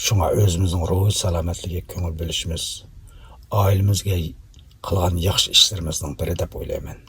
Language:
Uyghur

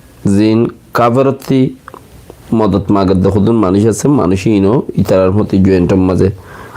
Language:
Rohingya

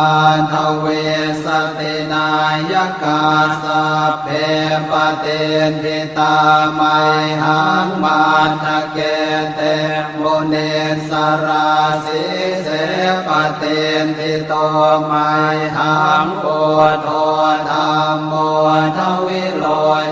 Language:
Pali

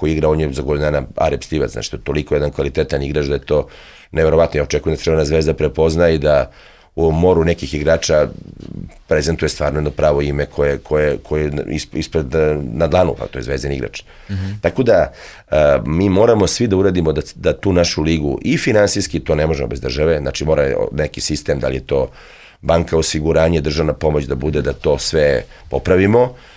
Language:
Serbian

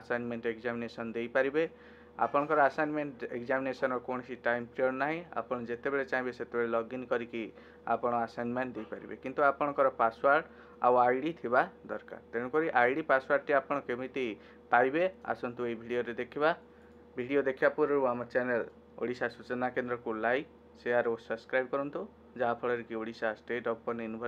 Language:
Odia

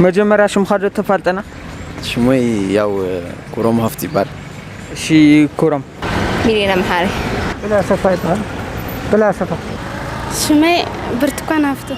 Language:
Tigrinya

